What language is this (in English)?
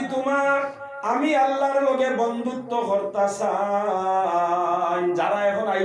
Sylheti